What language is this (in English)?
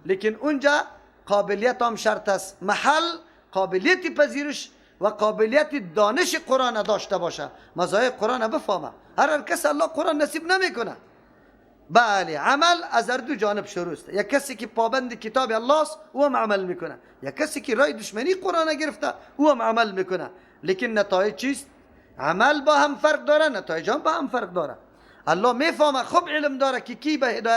Persian